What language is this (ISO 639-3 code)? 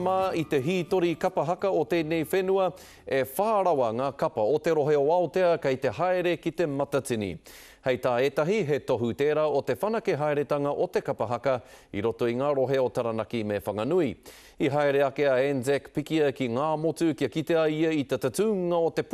mri